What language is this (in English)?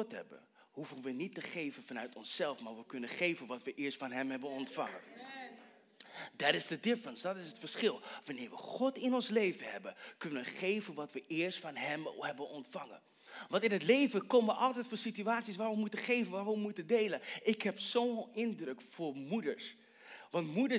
Dutch